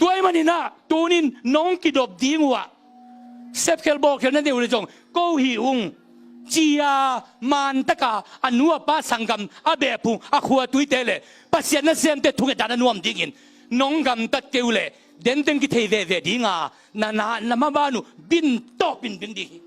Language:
Tedim Chin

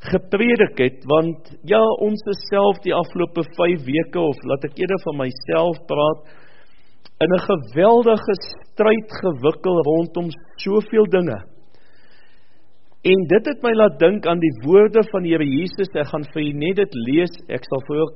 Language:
Afrikaans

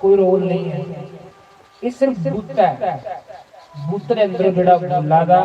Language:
Dogri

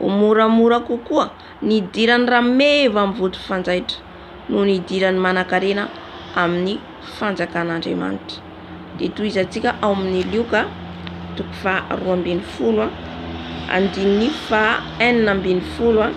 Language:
Malagasy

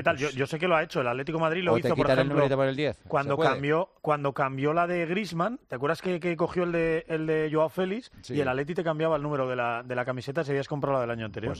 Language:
Spanish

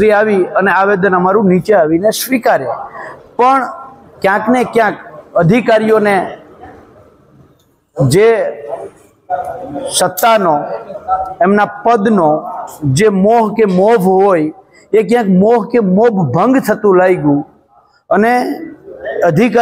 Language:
Gujarati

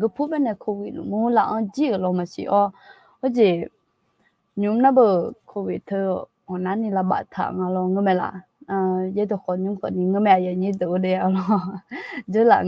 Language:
Akha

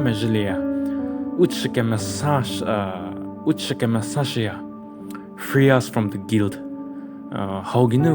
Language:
Angami Naga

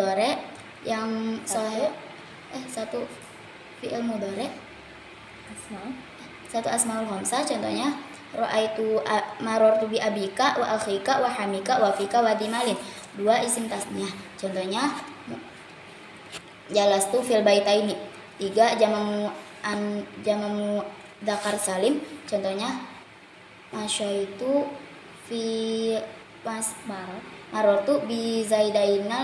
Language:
Indonesian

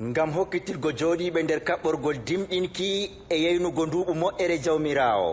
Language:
Adamawa Fulfulde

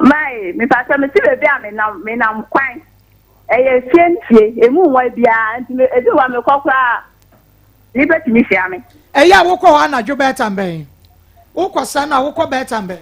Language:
Akan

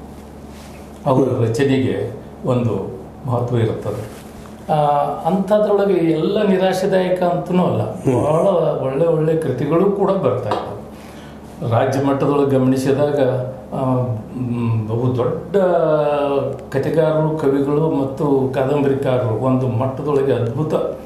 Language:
Kannada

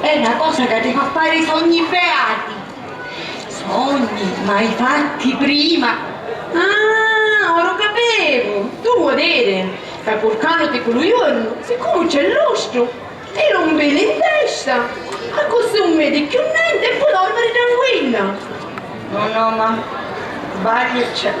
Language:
Sicilian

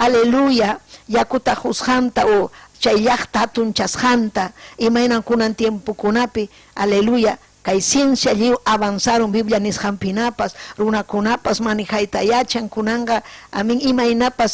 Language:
Ayacucho Quechua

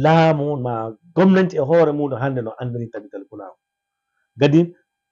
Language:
Fula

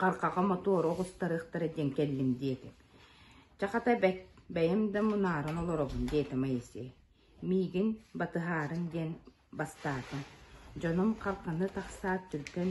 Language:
Yakut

